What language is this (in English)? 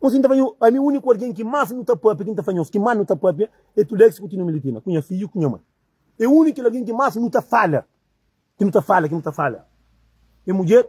Kabuverdianu